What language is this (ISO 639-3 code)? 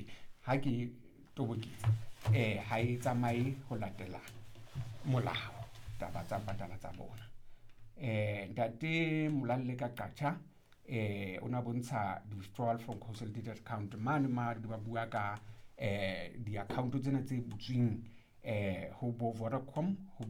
sot